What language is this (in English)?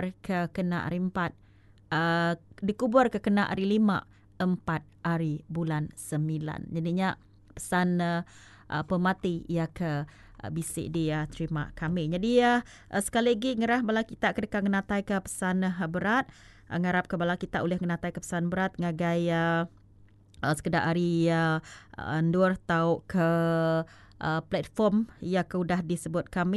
Iban